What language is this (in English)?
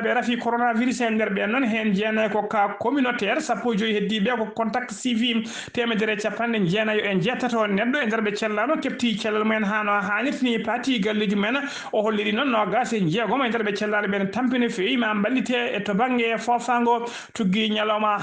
Fula